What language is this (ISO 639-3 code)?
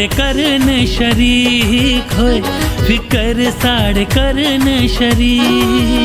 doi